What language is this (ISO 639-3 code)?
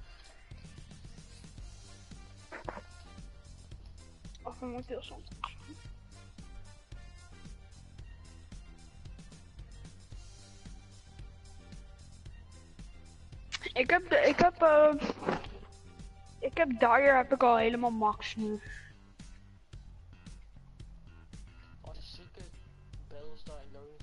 nld